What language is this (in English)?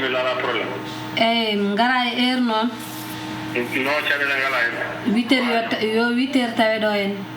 Fula